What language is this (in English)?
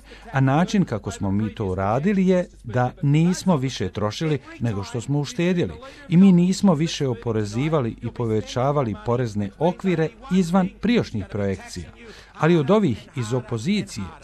Croatian